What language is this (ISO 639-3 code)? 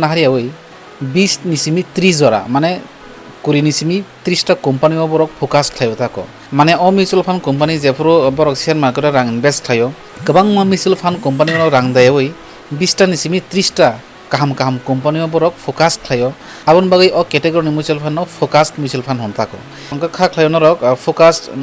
trp